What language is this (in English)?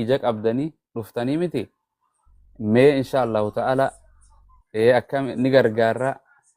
Oromo